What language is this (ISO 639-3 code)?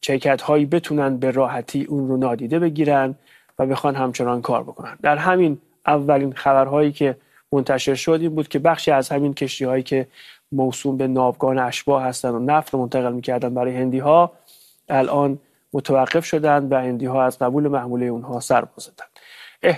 fas